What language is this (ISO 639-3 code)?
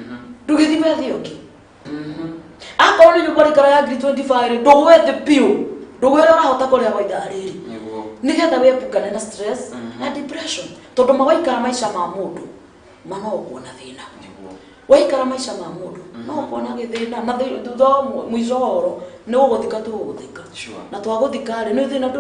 kik